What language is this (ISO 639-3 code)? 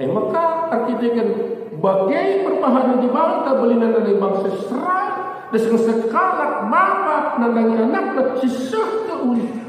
btx